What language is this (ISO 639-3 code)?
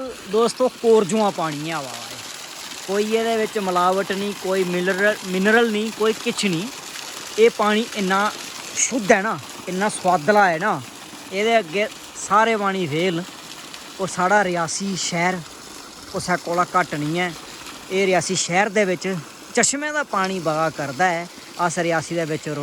doi